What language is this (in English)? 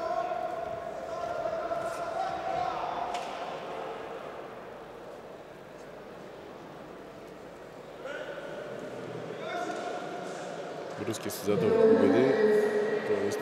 Bulgarian